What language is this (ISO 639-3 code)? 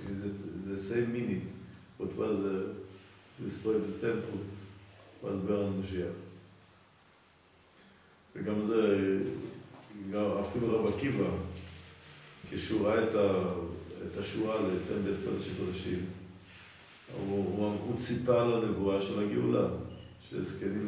heb